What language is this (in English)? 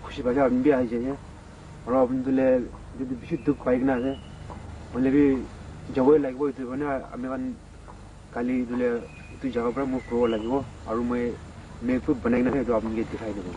Naga Pidgin